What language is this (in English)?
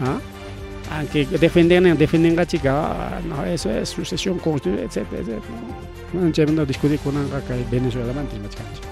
Ayacucho Quechua